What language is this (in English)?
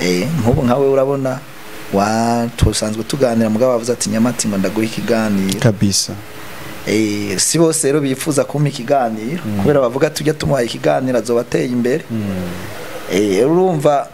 Rundi